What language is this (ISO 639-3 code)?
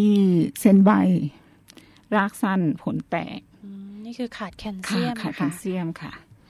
tha